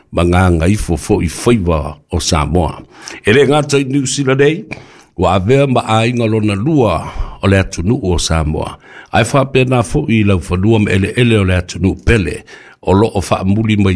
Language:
Samoan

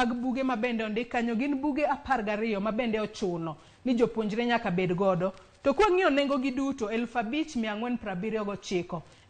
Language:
Luo (Kenya and Tanzania)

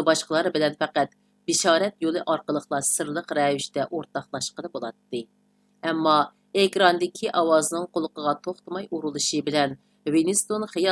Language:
Uyghur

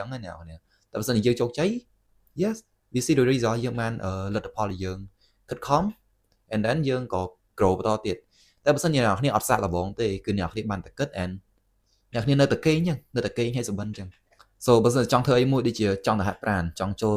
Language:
Khmer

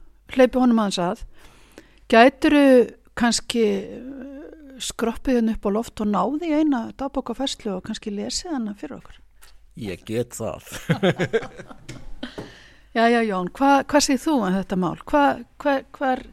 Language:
Icelandic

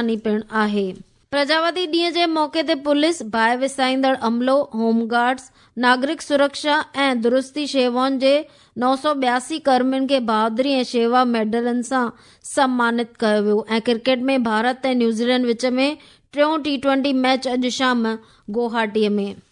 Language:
Sindhi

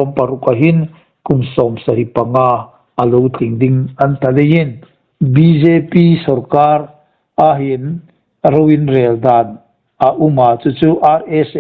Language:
Hmar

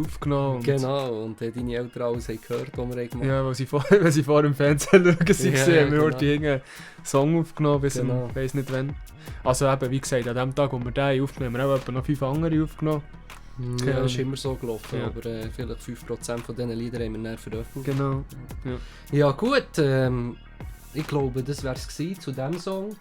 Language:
Swiss German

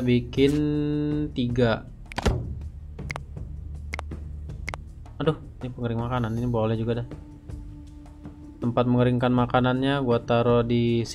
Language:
Indonesian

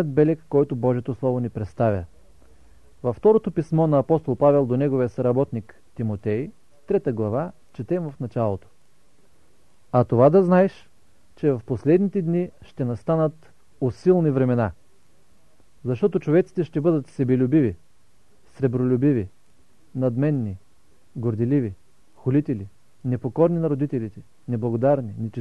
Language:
Bulgarian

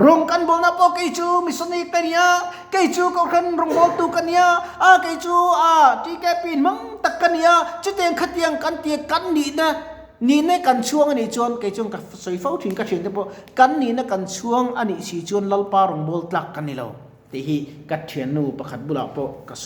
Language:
Mizo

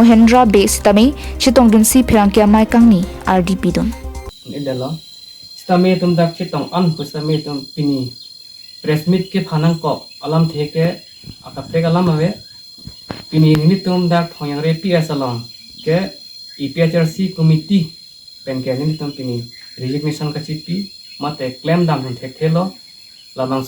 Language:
Karbi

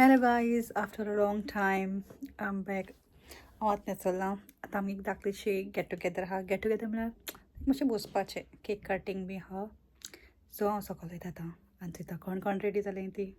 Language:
Konkani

